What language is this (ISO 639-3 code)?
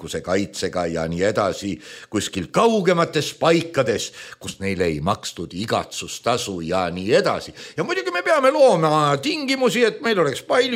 est